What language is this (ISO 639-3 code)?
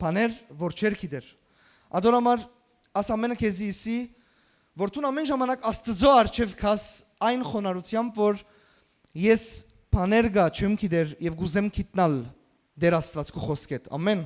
hyw